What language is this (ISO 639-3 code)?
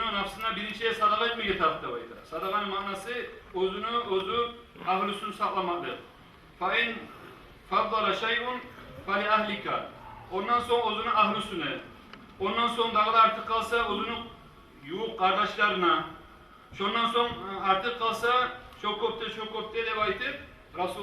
kum